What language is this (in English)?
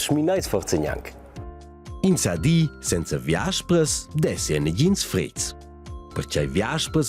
Romansh